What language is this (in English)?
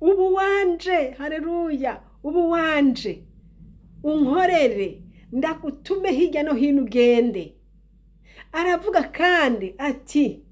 Rundi